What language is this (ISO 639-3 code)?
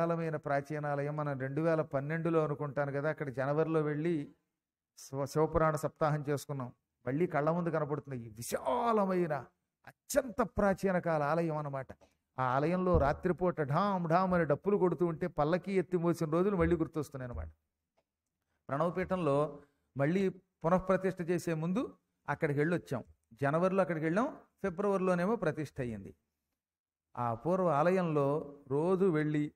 tel